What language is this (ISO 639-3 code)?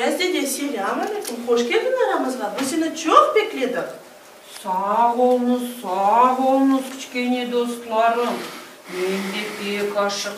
crh